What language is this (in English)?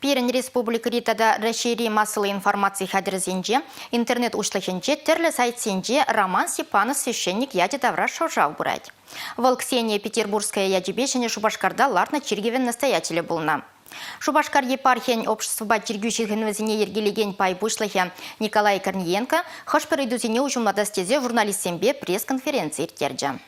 Chuvash